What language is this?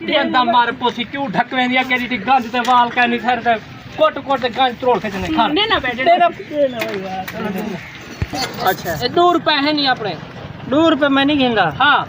Saraiki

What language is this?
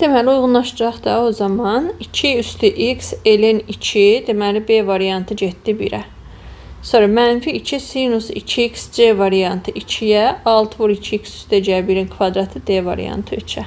Azerbaijani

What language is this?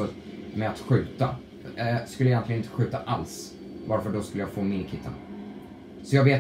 Swedish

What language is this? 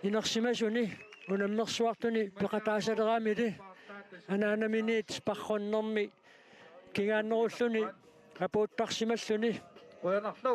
Kalaallisut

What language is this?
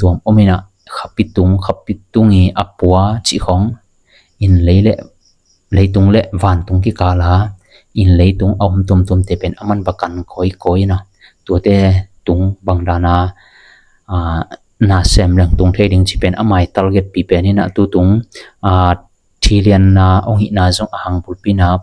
Tedim Chin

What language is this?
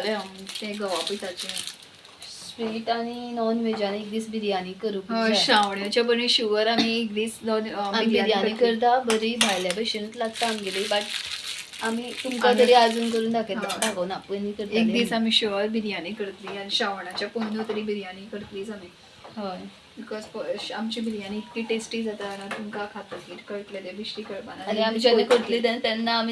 Konkani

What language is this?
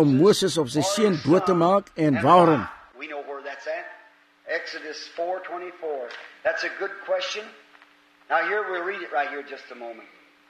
Afrikaans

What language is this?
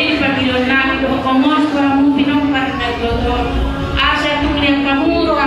Batak Toba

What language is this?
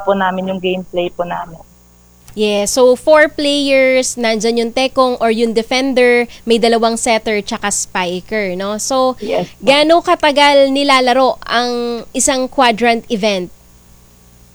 Filipino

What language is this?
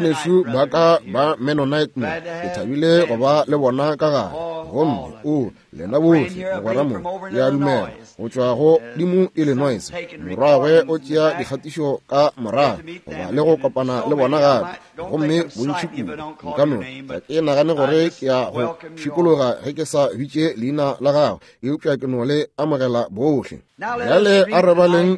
Northern Sotho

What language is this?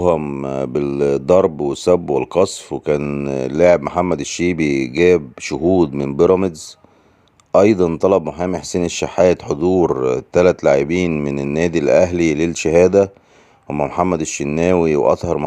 Egyptian Arabic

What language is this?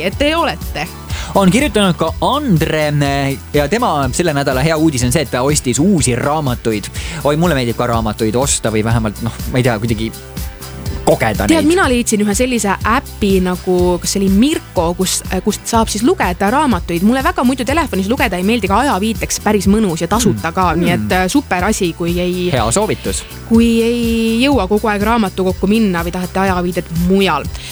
Estonian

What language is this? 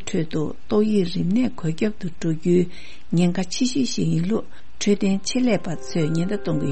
Tibetan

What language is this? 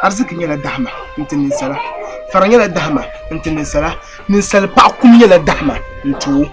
Dagbani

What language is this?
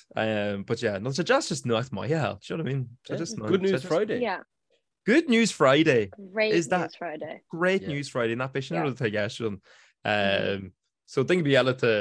Irish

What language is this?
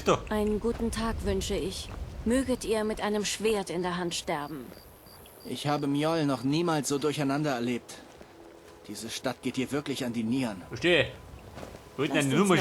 Bavarian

